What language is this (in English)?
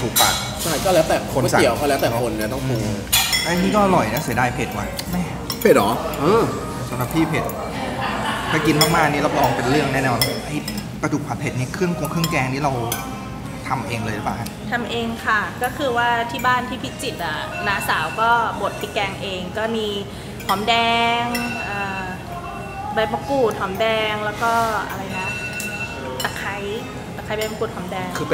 Thai